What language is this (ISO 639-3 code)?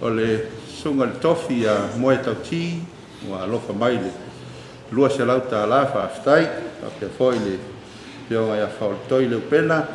smo